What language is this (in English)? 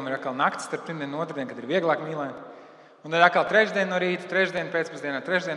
Latvian